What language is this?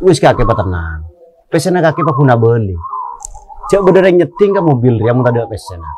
Madurese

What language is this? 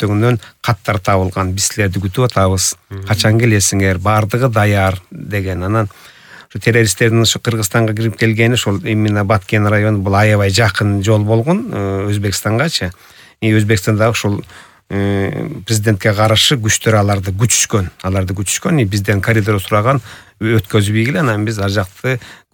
Kyrgyz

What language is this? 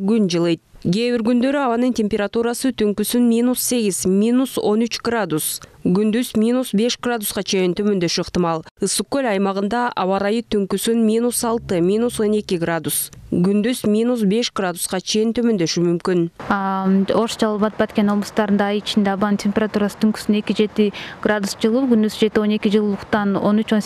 Kyrgyz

